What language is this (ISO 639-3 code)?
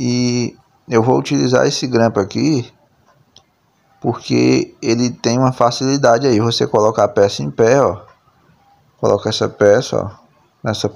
por